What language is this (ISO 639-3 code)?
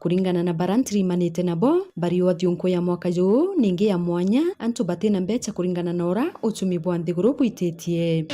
mer